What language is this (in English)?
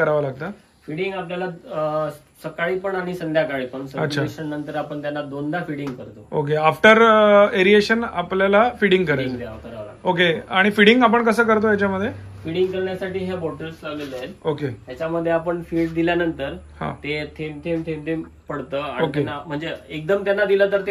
Marathi